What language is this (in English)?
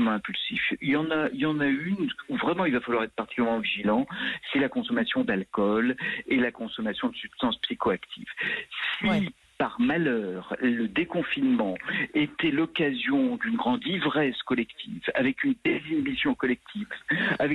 French